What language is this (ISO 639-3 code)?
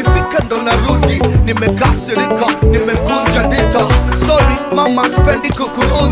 swa